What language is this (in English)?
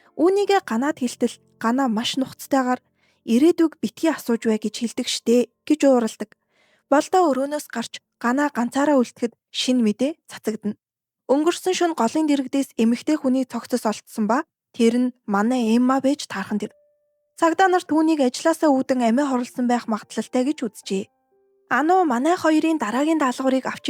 Mongolian